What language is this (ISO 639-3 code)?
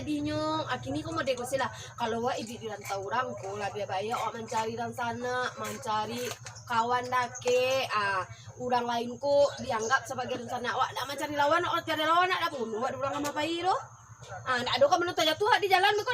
min